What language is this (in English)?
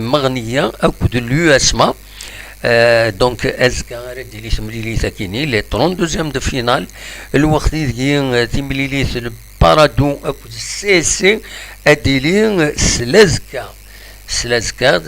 Kabyle